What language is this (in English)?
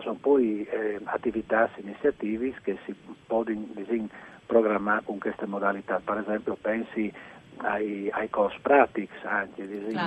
Friulian